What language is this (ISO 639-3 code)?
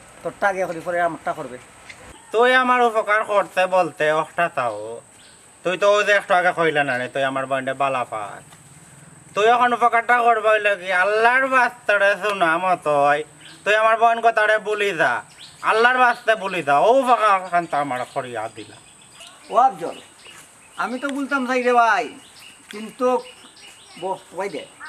syl